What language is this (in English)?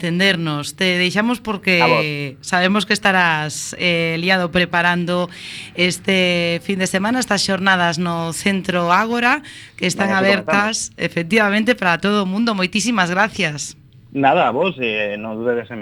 Galician